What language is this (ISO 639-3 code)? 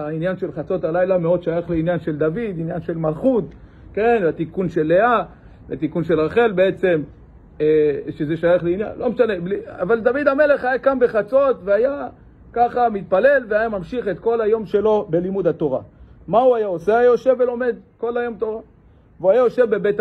heb